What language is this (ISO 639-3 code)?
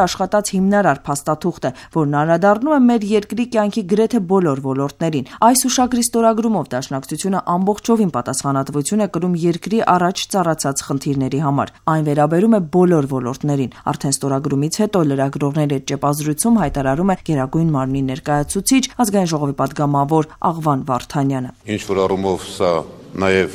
hye